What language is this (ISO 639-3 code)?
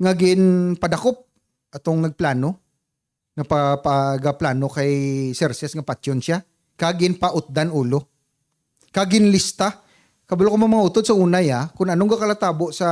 hil